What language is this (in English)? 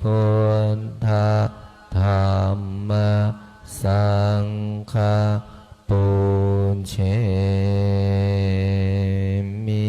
Pali